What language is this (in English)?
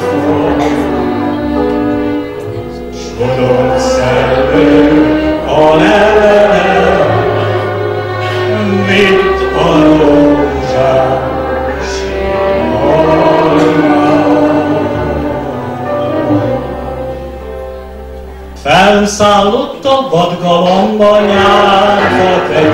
Hungarian